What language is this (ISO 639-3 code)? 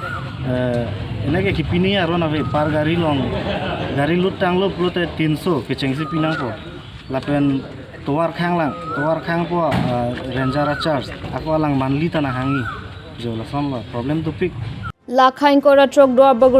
mjw